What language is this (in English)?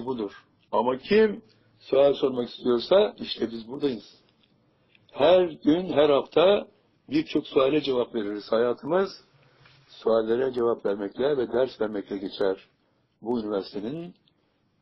Turkish